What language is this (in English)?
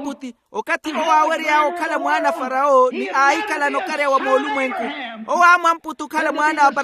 Makhuwa